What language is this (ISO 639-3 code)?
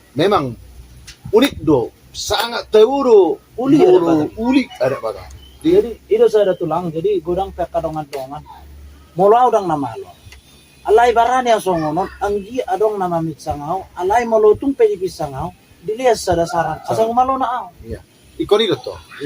bbc